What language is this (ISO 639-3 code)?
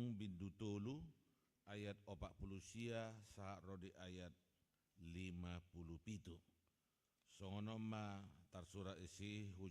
bbc